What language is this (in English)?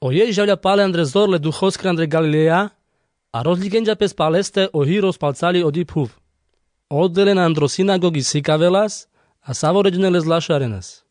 Carpathian Romani